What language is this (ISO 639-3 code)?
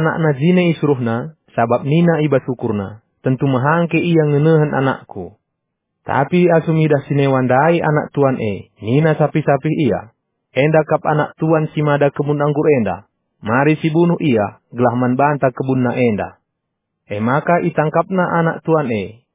btx